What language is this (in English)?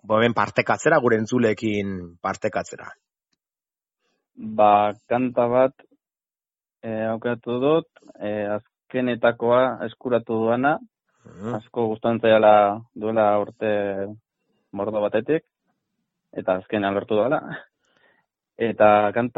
Basque